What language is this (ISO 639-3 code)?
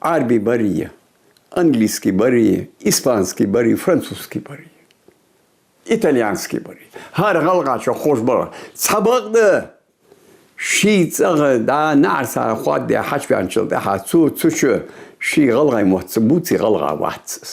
inh